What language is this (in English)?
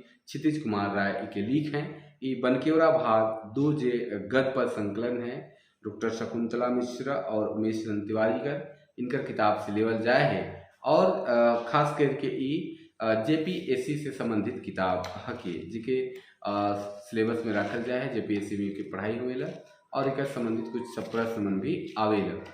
Sadri